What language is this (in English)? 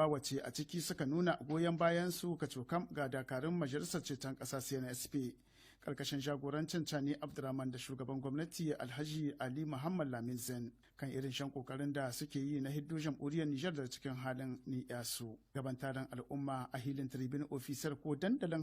Hausa